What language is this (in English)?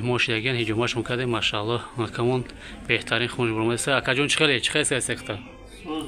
Tajik